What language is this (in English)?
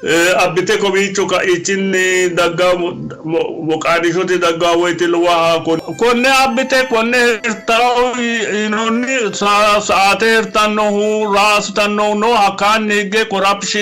Sidamo